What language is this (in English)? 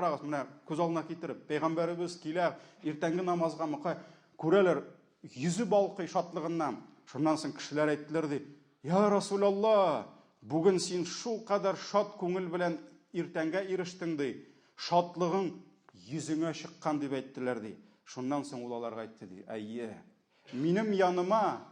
Tatar